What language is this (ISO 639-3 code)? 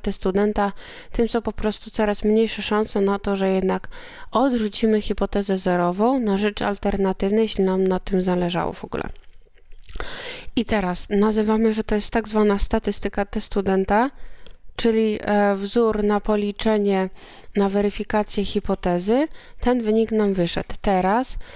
pol